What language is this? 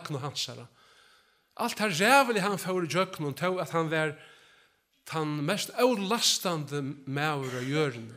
Faroese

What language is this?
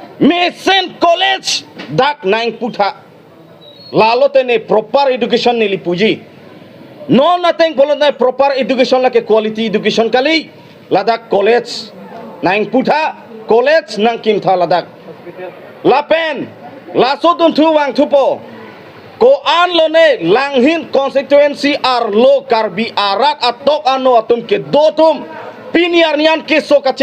Karbi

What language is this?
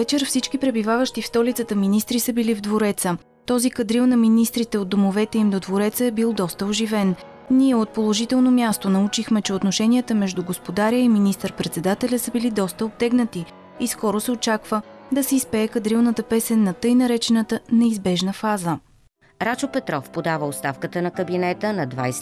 Bulgarian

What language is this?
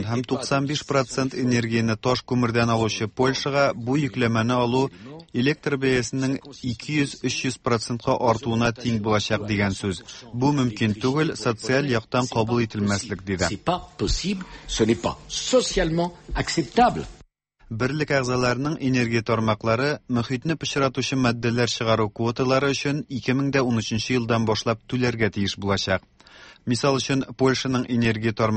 Tatar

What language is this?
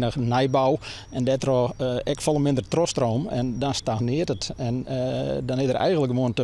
Western Frisian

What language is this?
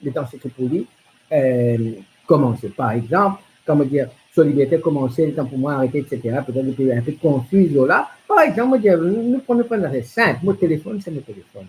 Morisyen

